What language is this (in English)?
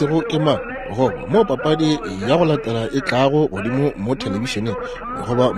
Northern Sotho